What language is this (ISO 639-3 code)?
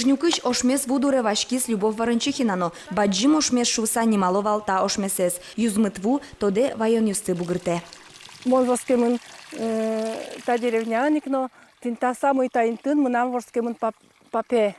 udm